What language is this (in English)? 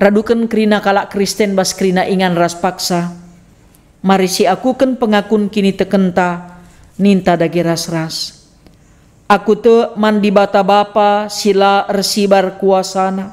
Batak Karo